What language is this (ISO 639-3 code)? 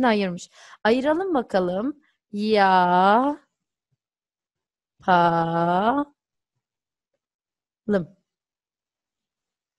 tur